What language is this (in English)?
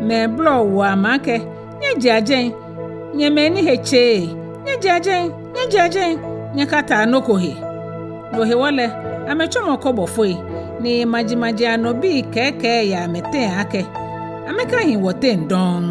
Ga